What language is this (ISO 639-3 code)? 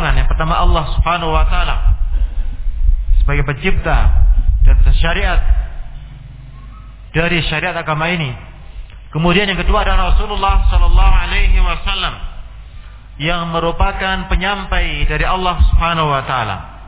ind